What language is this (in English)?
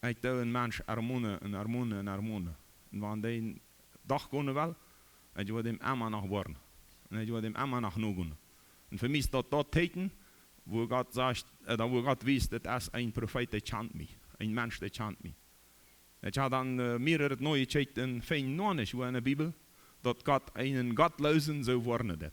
Plautdietsch